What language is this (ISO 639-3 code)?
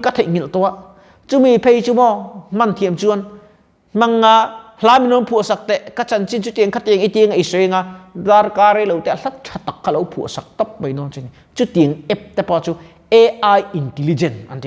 lus